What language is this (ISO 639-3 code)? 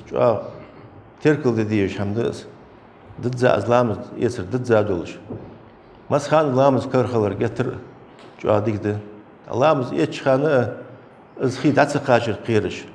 inh